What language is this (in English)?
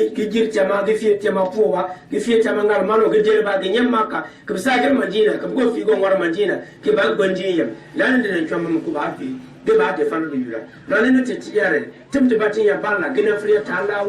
Gourmanchéma